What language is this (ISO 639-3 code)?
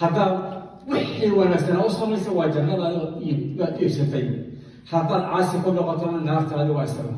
som